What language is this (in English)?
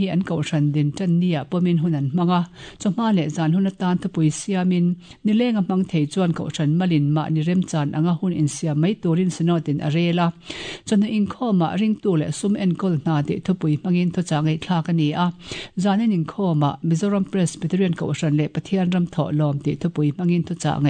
Mizo